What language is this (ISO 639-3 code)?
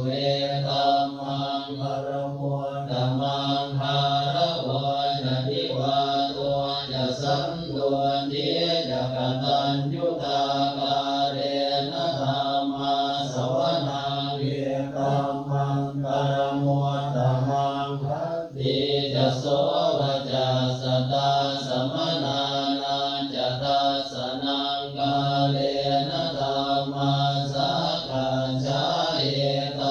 pli